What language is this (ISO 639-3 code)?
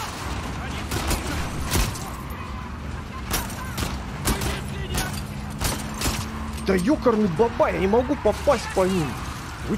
rus